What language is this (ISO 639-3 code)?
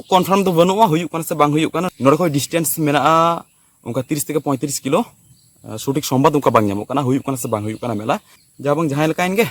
sat